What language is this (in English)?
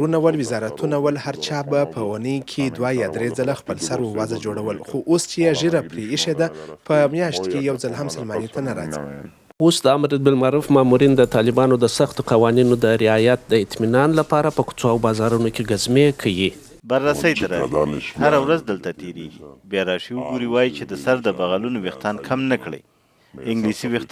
Pashto